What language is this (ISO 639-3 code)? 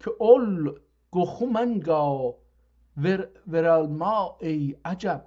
azb